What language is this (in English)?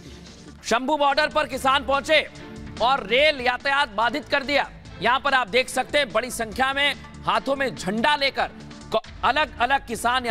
Hindi